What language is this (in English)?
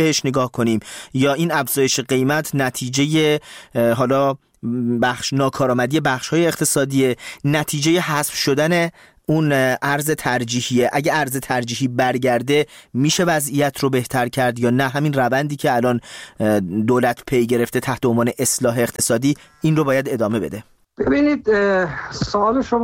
Persian